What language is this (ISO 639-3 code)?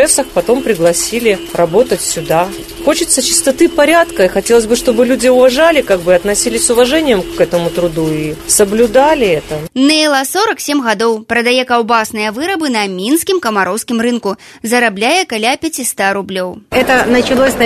bel